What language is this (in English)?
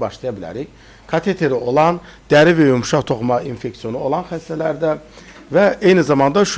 Azerbaijani